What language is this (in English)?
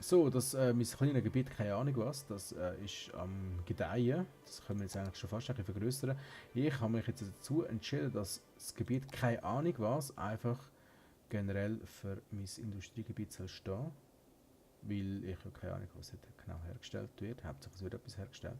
Swiss German